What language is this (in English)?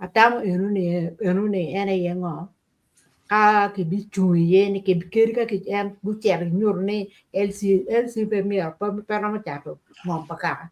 Acoli